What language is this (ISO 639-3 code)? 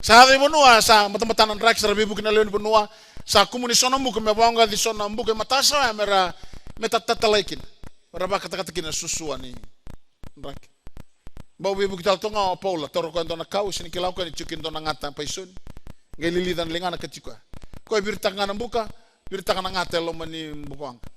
fij